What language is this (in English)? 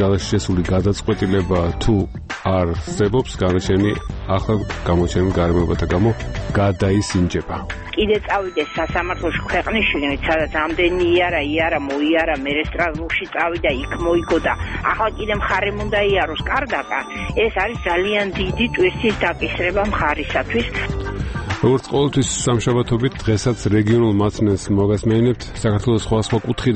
Georgian